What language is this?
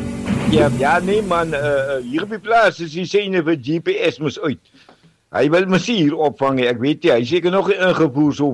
Afrikaans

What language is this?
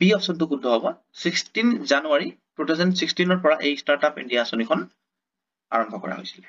Assamese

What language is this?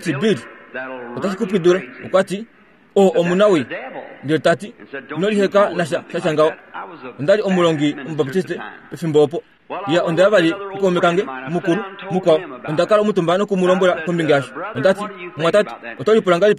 Kuanyama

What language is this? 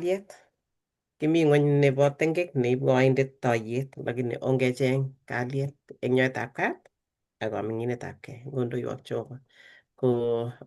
Kalenjin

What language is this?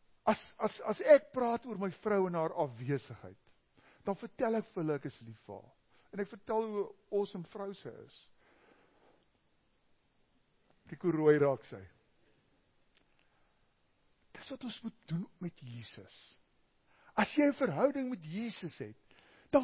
Afrikaans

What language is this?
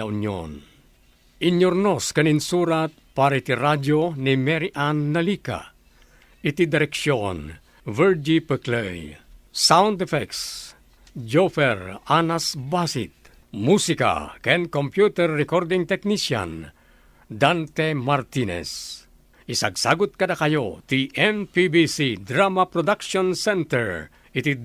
Iloko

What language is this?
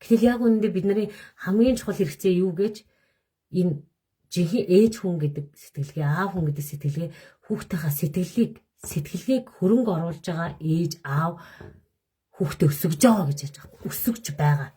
Mongolian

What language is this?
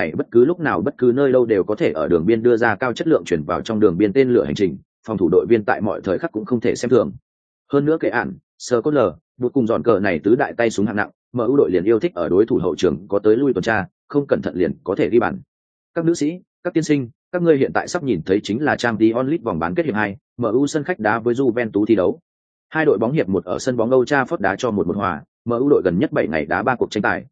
Vietnamese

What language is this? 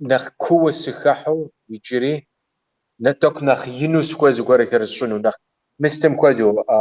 Kabardian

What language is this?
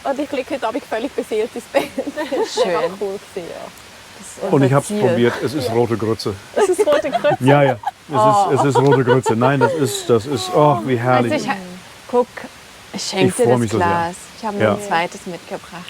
Swiss German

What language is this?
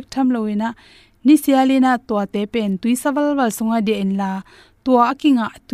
Tedim Chin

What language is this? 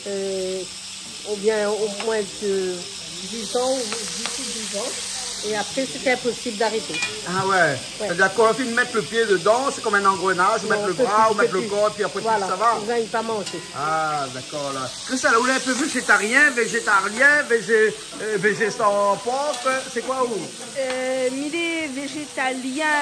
Réunion Creole French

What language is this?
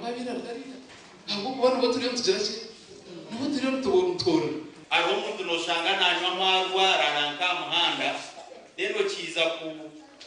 Nyankole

